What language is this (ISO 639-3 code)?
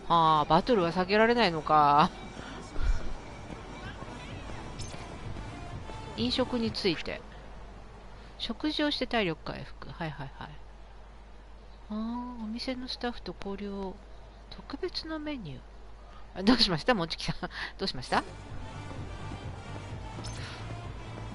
jpn